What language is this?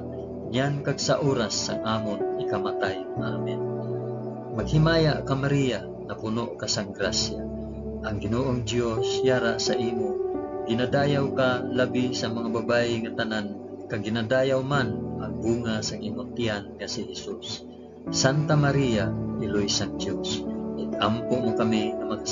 Hiligaynon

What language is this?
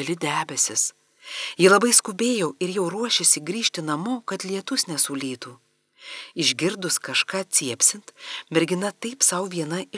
Lithuanian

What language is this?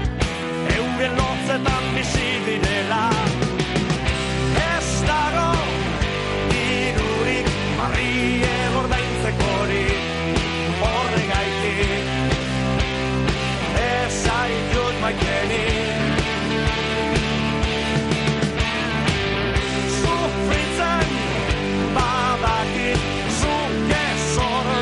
Basque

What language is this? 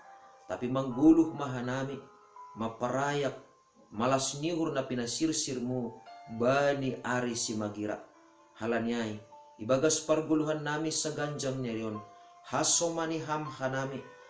Batak Simalungun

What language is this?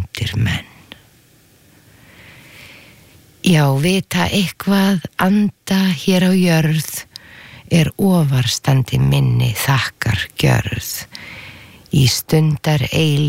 Icelandic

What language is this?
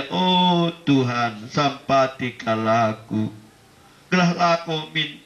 Batak Karo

